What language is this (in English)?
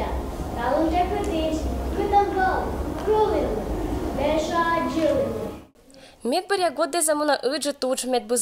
Komi-Permyak